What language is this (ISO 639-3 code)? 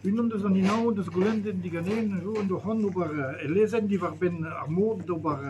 bre